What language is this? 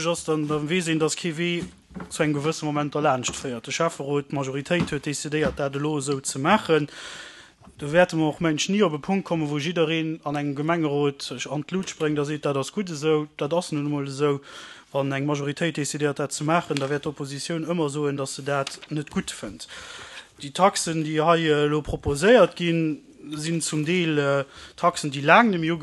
Luxembourgish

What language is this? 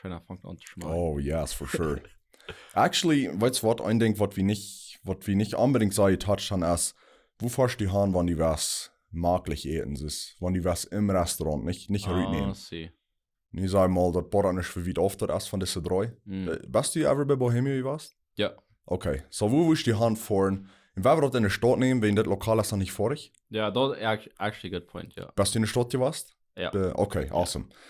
Plautdietsch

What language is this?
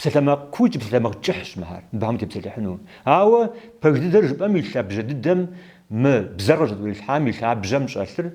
Kabardian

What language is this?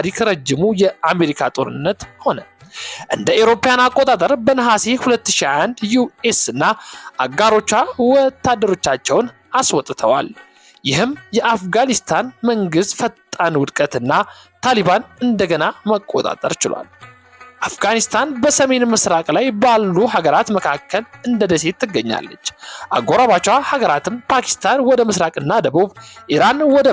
Amharic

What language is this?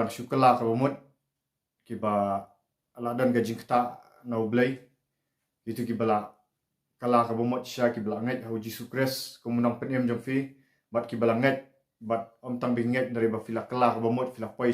Khasi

